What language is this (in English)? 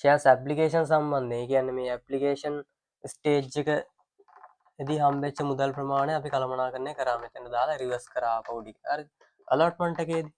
Sinhala